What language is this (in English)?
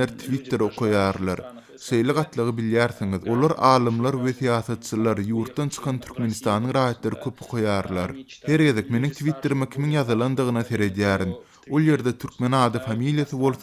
Turkmen